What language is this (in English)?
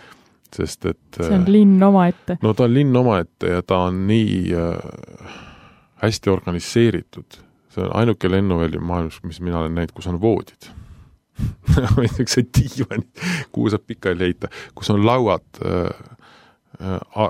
Estonian